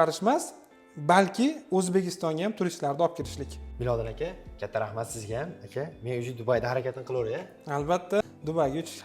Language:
Uzbek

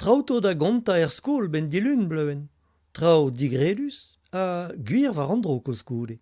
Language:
Breton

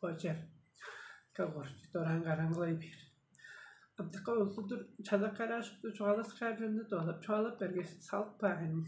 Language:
Tuvinian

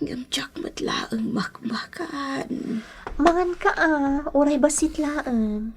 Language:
Iloko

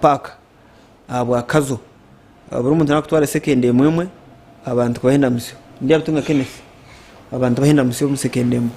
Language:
Nyankole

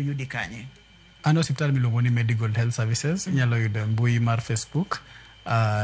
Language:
Luo (Kenya and Tanzania)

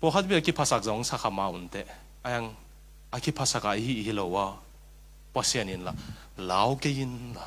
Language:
Tedim Chin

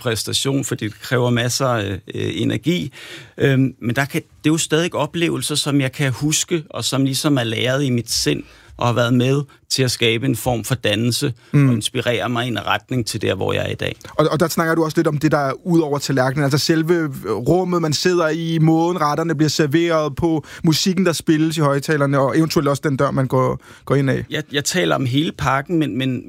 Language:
Danish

